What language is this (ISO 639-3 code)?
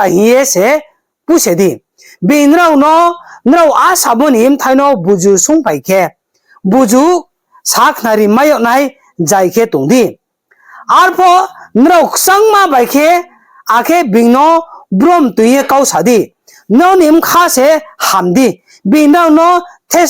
ria